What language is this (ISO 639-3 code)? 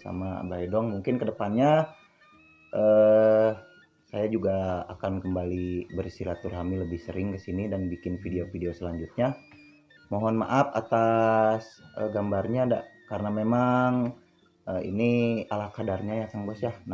sun